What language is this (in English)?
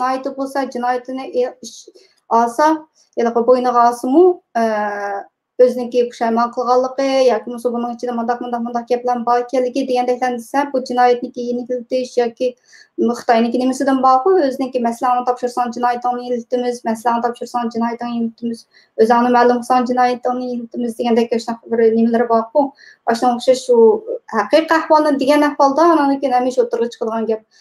Uyghur